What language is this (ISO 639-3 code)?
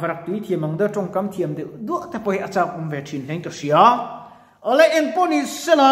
lus